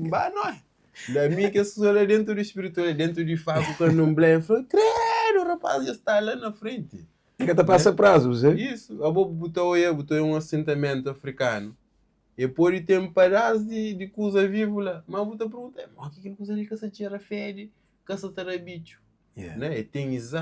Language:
Kabuverdianu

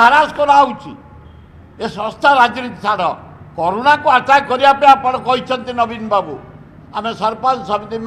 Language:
Odia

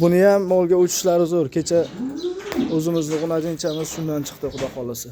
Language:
Uzbek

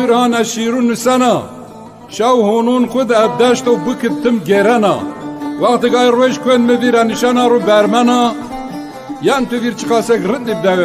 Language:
Zaza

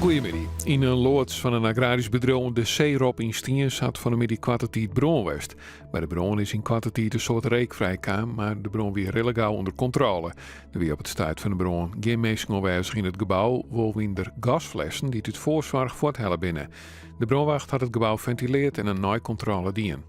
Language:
Western Frisian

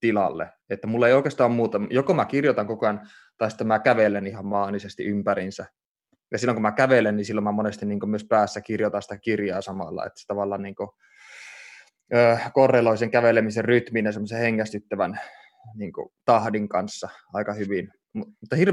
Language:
Finnish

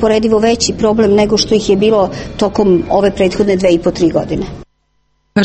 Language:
Serbian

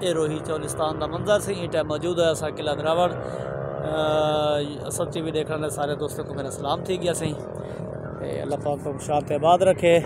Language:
Saraiki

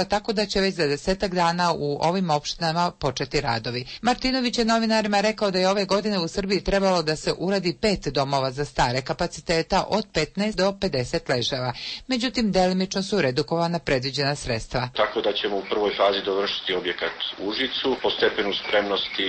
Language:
Serbian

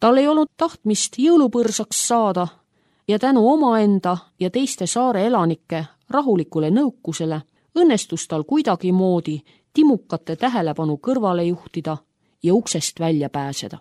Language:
Estonian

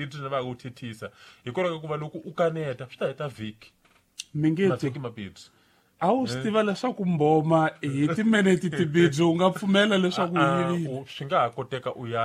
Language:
Tsonga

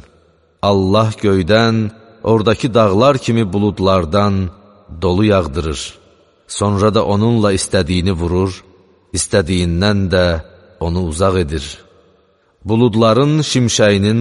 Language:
Azerbaijani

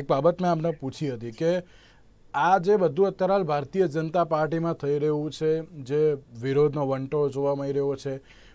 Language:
Gujarati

